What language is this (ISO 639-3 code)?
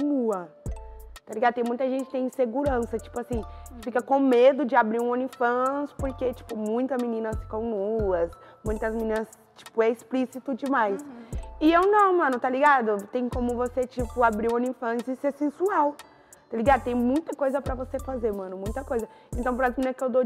por